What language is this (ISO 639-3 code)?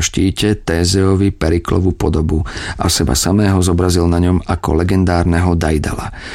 slk